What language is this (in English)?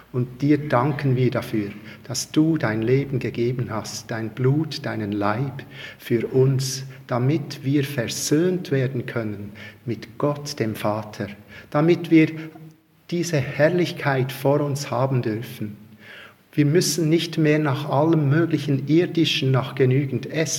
German